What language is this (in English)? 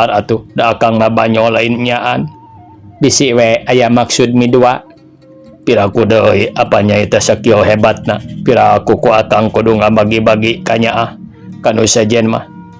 Sundanese